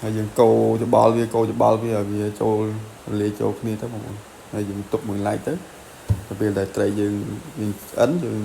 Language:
Khmer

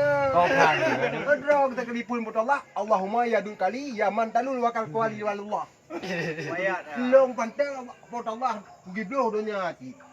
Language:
Achinese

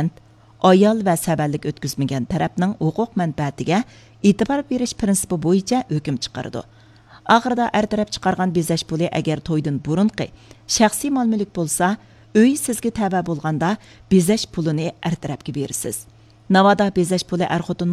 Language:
Uyghur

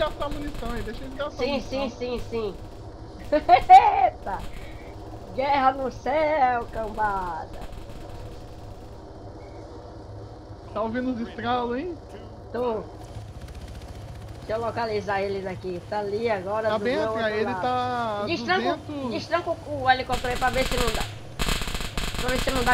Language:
Portuguese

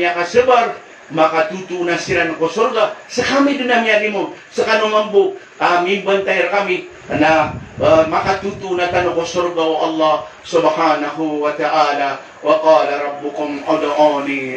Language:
Maranao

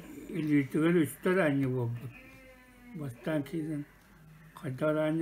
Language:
Yakut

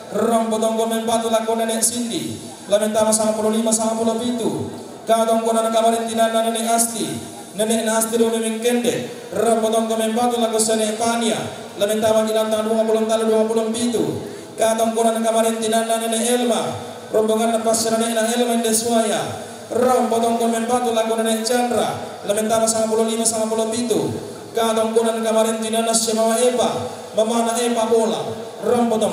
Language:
Toraja-Sa'dan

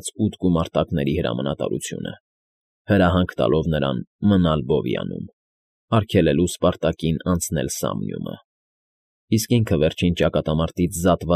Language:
Armenian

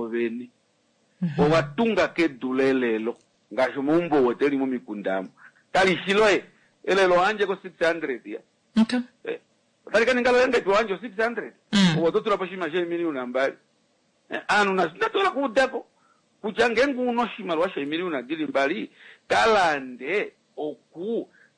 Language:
Kuanyama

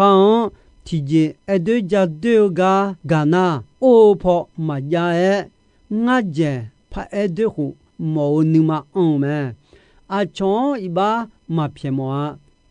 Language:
Akha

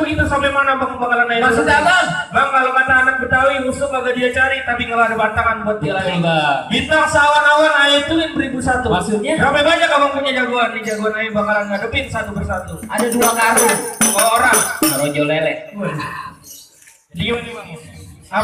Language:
Betawi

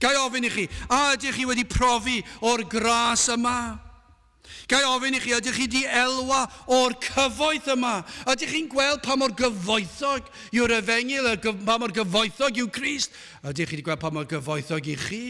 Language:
Welsh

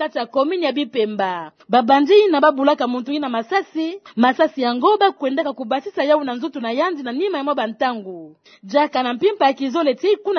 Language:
Kituba (Democratic Republic of Congo)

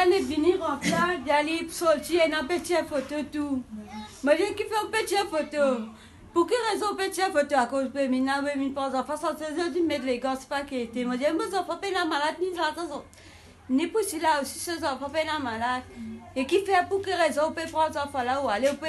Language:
Morisyen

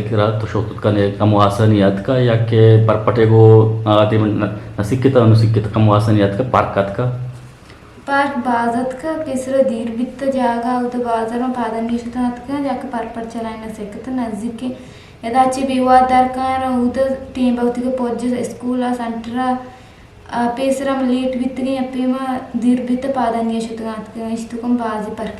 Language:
Eastern Balochi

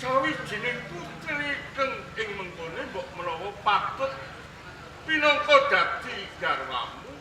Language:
Javanese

